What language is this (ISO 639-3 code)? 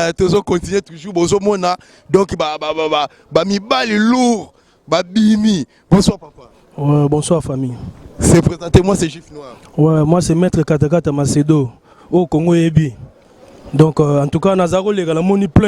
lin